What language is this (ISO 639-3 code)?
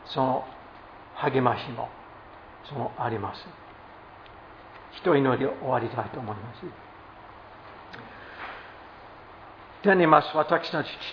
jpn